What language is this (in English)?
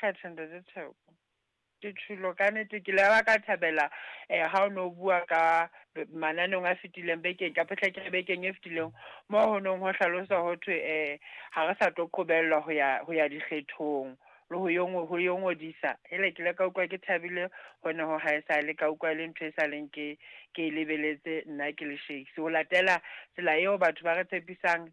Southern Sotho